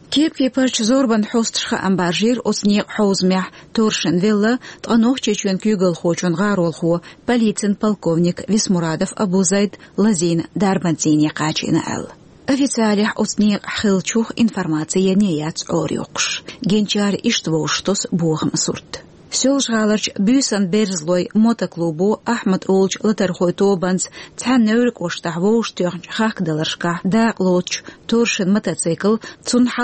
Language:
Chechen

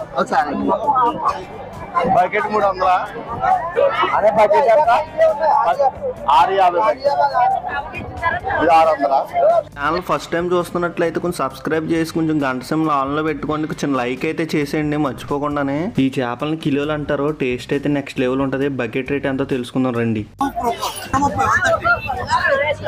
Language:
Telugu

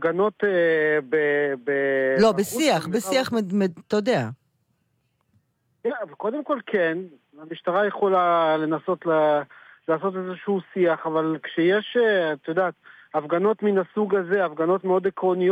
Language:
Hebrew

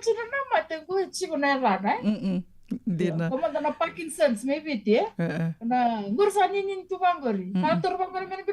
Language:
Fijian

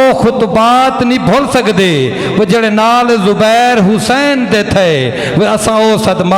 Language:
Saraiki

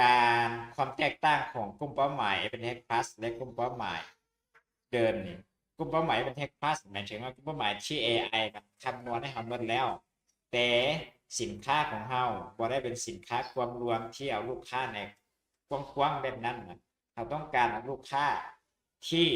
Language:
Lao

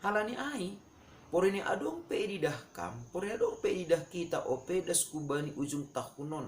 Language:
Batak Simalungun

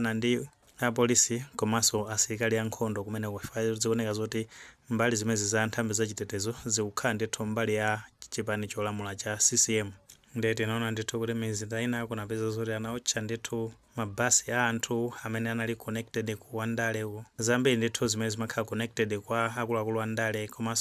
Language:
Nyanja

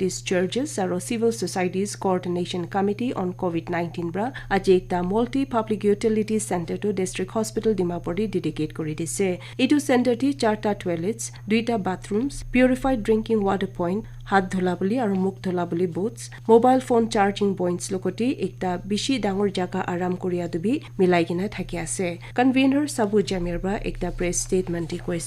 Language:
Naga Pidgin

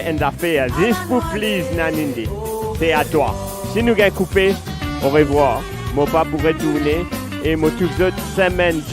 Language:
Morisyen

